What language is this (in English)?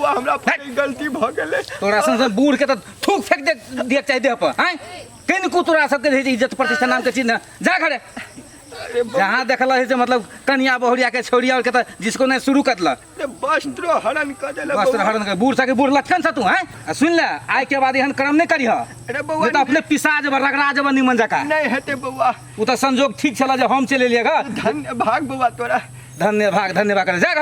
Maithili